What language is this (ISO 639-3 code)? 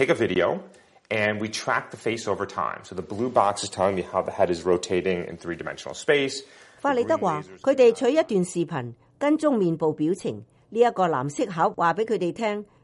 yue